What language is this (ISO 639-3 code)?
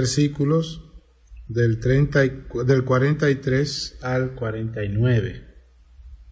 spa